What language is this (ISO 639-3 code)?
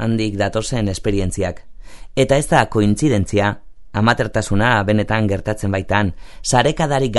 eus